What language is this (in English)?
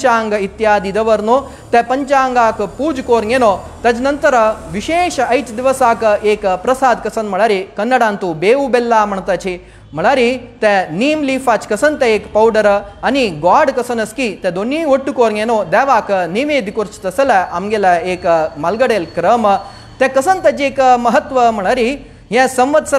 Konkani